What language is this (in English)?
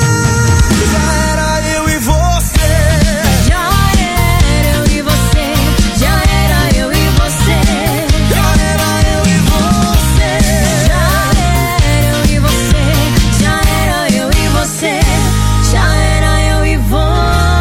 Portuguese